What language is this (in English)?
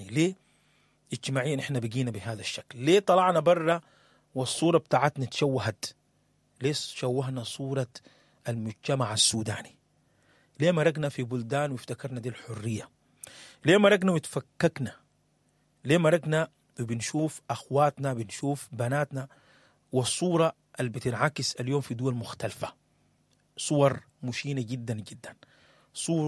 Sudanese Arabic